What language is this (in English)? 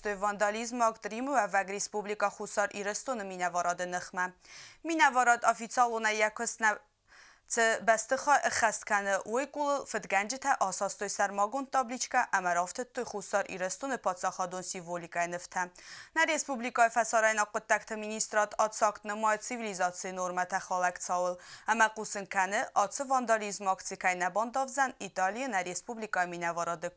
Ossetic